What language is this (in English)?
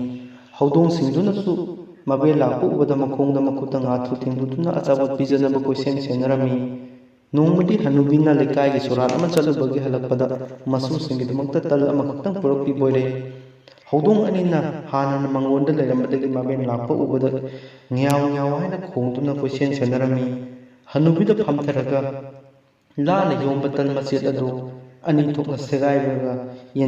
Manipuri